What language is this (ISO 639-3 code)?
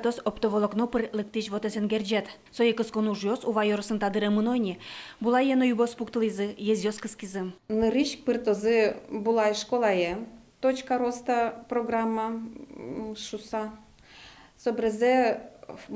udm